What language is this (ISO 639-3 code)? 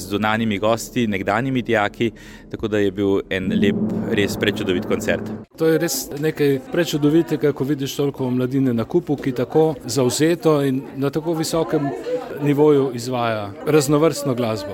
slv